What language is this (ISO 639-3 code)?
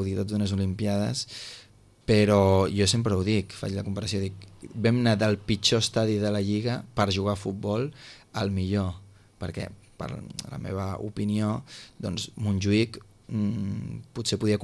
cat